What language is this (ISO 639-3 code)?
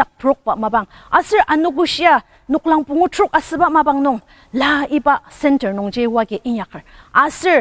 njo